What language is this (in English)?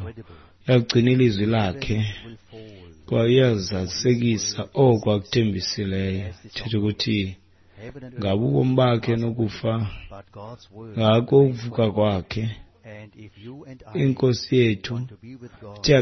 Xhosa